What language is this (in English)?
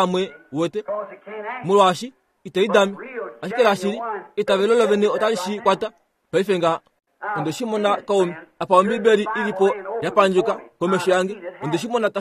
Kuanyama